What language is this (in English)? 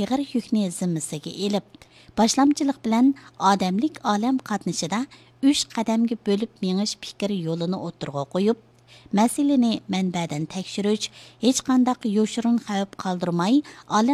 Uyghur